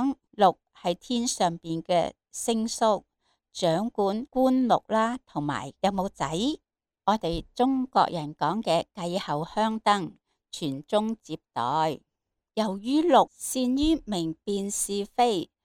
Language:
Cantonese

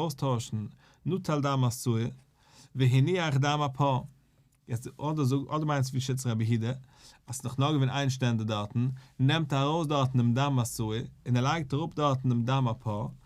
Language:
Yiddish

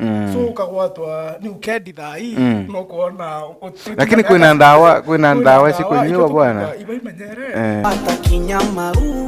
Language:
Meru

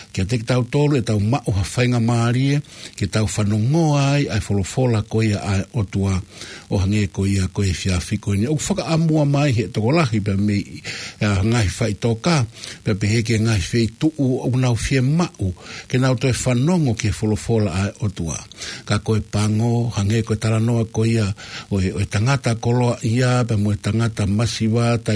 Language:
Tongan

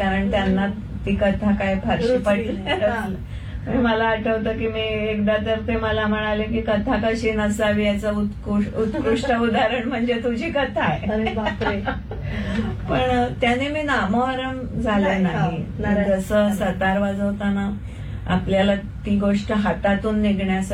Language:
Marathi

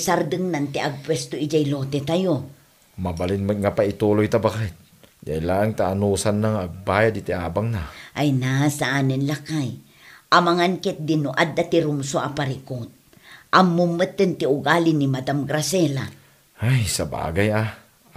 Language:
Iloko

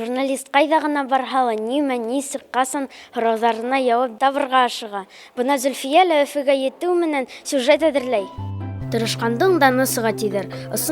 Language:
Bashkir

